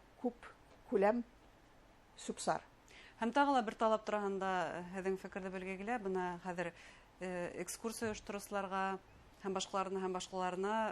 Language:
Bashkir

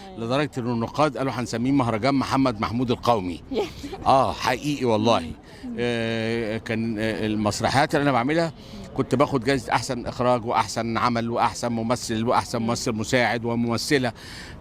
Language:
Egyptian Arabic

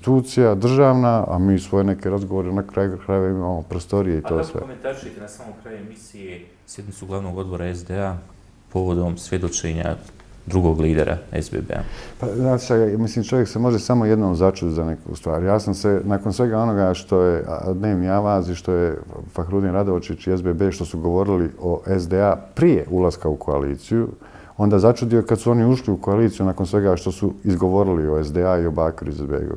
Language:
Bosnian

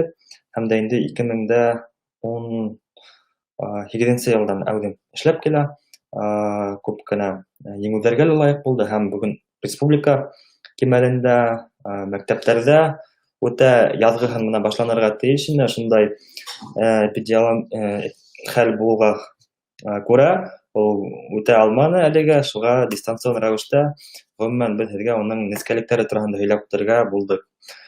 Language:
Bashkir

